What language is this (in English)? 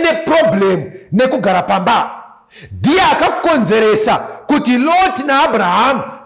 Shona